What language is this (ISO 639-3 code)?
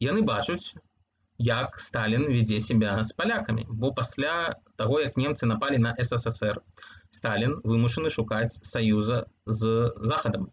bel